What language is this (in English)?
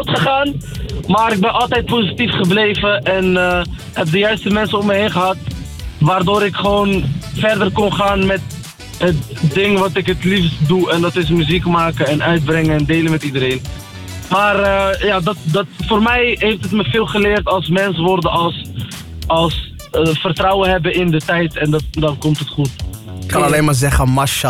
Dutch